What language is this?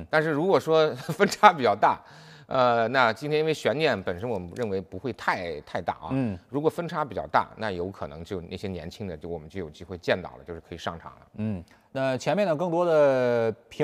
Chinese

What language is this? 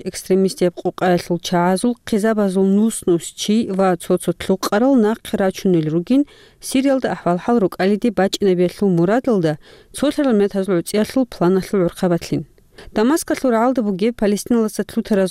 Avaric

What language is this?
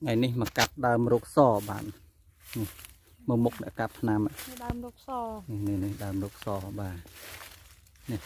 Khmer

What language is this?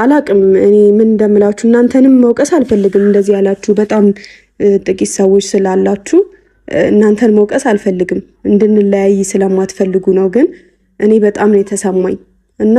Amharic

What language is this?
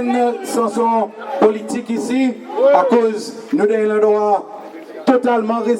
Seselwa Creole French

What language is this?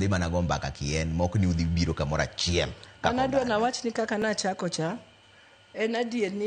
Luo (Kenya and Tanzania)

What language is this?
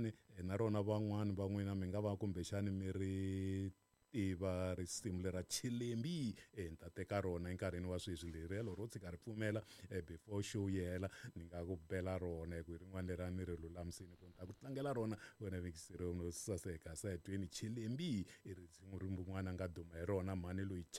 Tsonga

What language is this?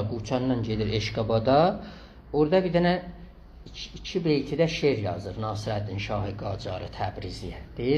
South Azerbaijani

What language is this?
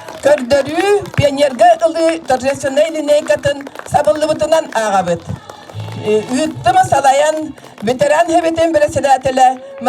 Yakut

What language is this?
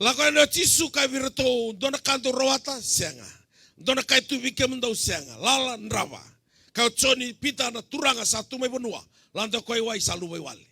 Fijian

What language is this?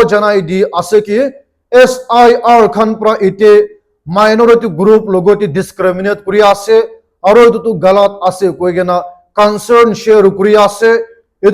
Naga Pidgin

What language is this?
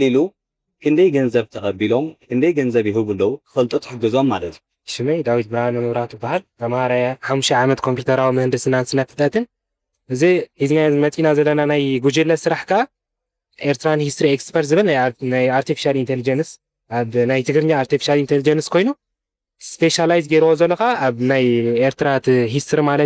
Tigrinya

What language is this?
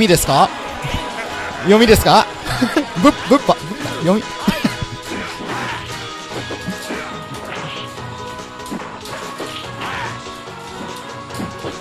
Japanese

